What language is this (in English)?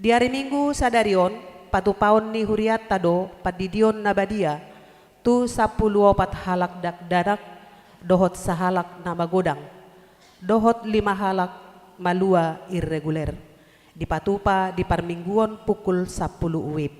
Batak Toba